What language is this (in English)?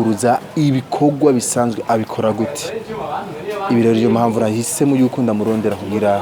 Rundi